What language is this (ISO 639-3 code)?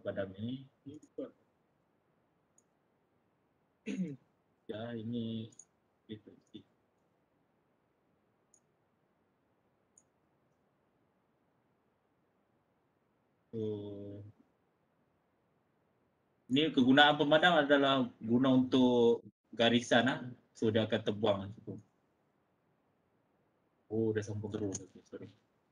msa